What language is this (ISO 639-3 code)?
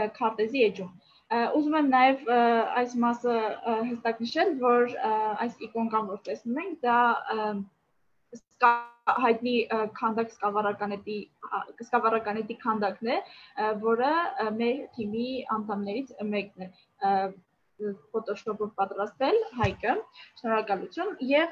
hye